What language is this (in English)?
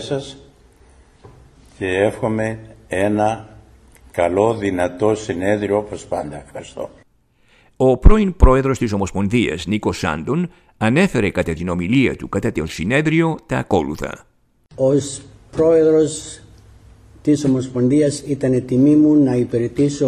Greek